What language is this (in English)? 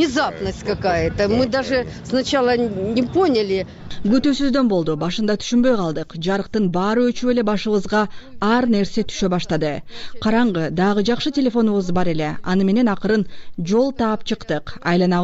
Kyrgyz